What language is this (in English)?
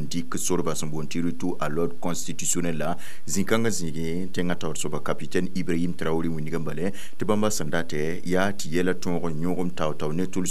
Mossi